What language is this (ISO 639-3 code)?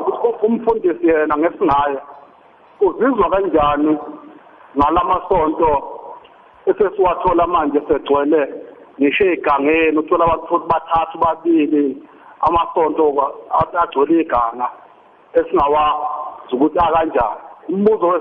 nbl